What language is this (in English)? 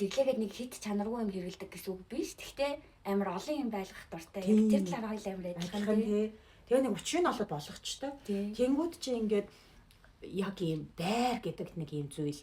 Mongolian